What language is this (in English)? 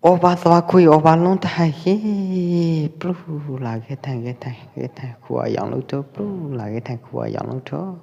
Pwo Eastern Karen